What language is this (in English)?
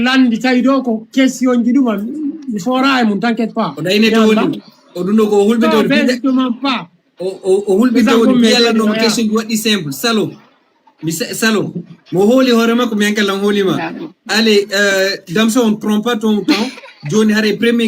Fula